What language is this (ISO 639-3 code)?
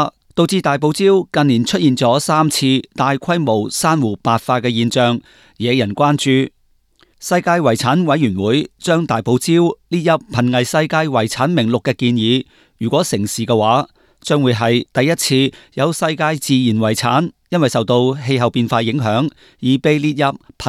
yue